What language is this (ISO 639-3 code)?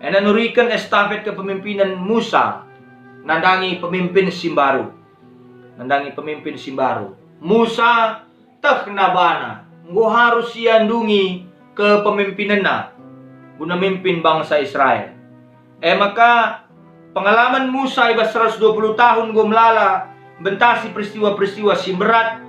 btx